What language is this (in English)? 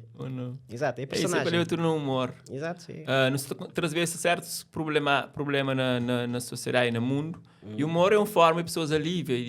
Kabuverdianu